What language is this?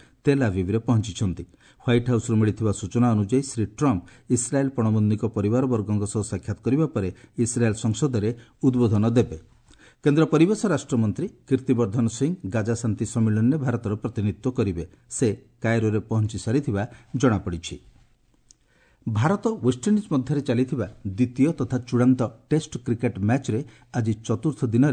Odia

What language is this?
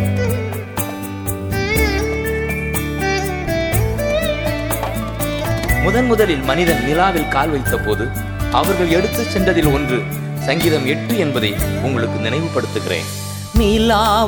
Tamil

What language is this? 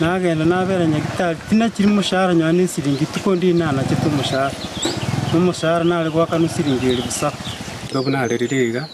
Gusii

